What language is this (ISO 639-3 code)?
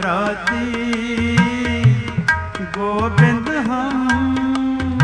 pan